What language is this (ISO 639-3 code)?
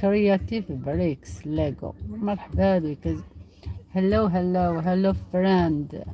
arq